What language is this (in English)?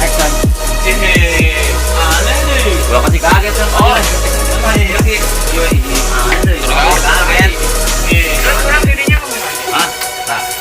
Sundanese